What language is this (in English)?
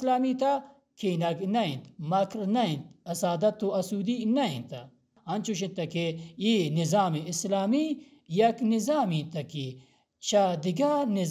Baluchi